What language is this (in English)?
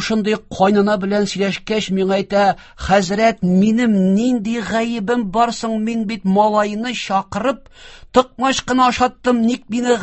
Tatar